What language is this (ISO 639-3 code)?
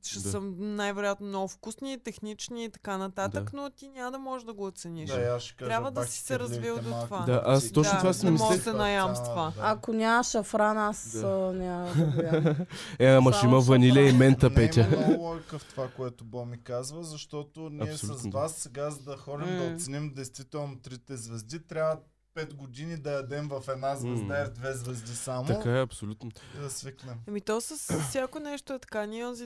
bul